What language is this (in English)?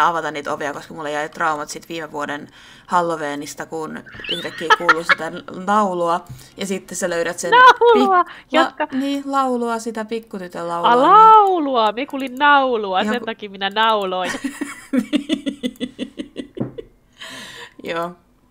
Finnish